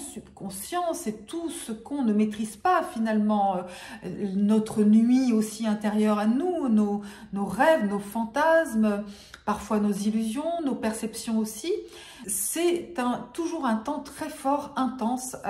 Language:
French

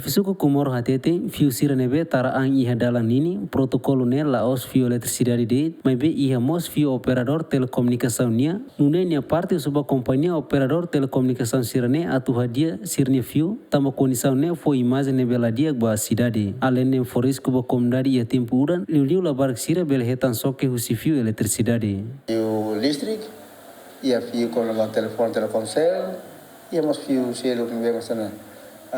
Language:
Tetum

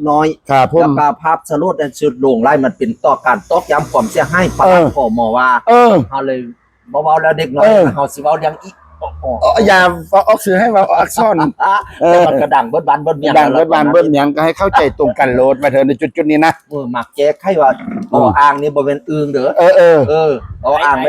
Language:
Northeastern Thai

